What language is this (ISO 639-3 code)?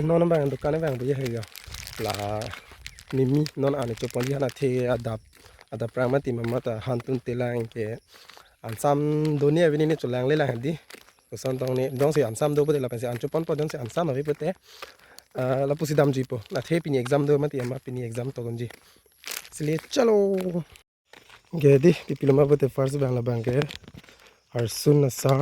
mjw